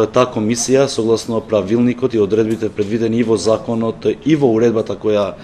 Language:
Macedonian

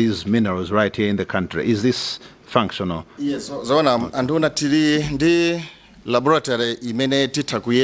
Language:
Nyanja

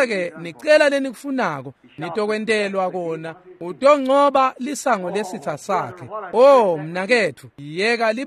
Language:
Swati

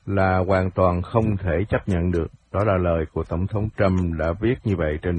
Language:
Vietnamese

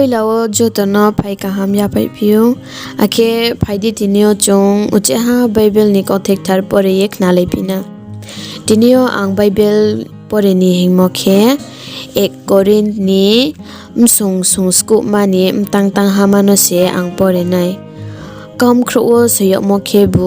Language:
Riang (India)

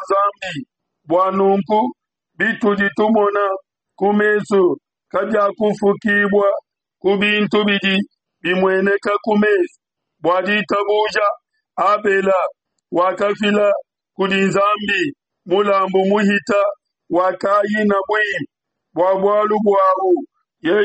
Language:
Luba-Lulua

